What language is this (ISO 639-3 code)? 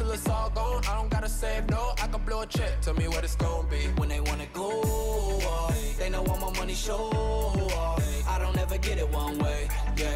eng